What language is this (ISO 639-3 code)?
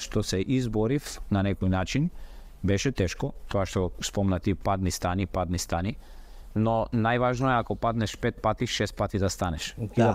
mkd